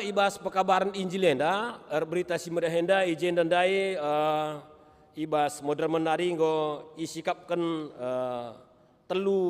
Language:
Batak Karo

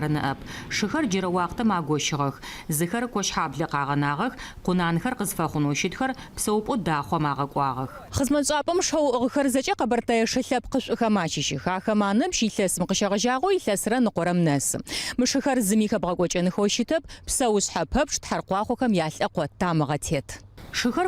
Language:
Adyghe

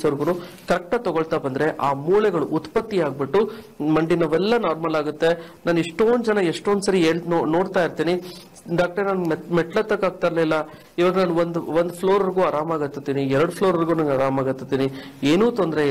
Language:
Kannada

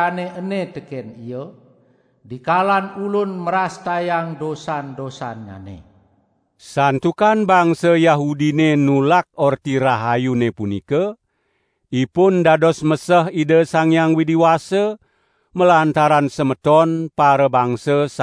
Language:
Balinese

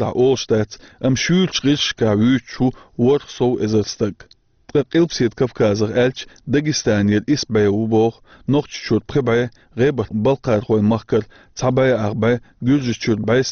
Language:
Chechen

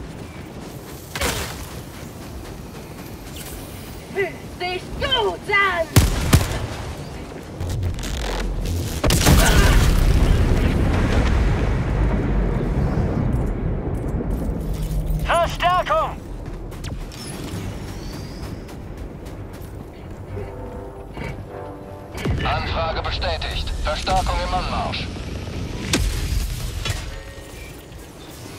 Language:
German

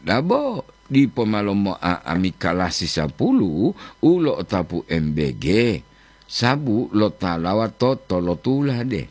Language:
Gorontalo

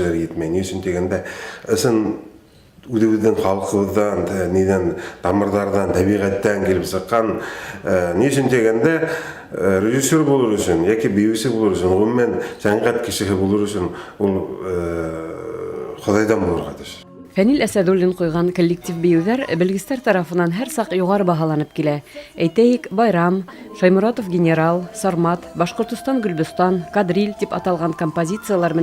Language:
Bashkir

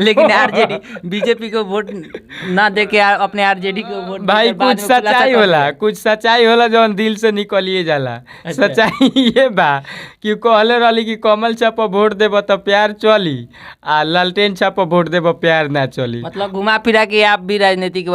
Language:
Bhojpuri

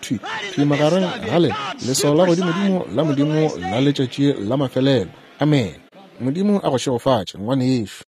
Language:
Northern Sotho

